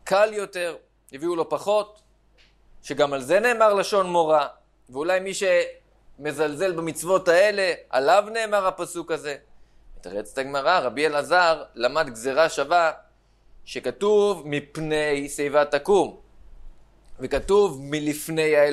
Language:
Hebrew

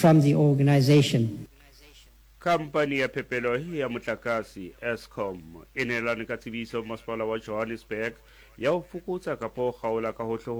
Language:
Southern Sotho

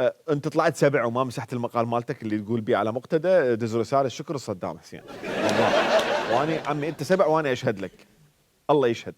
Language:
Mesopotamian Arabic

